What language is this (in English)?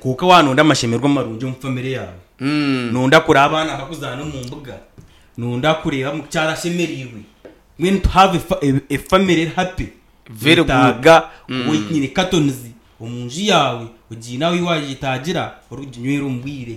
Nyankole